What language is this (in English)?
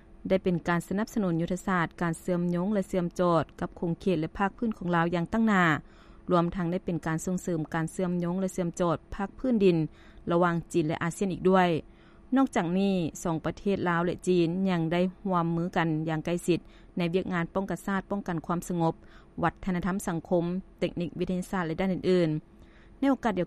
Lao